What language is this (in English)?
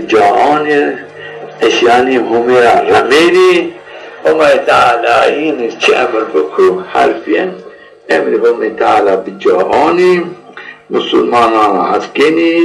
Zaza